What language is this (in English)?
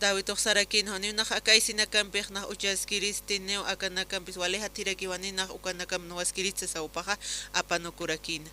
Aymara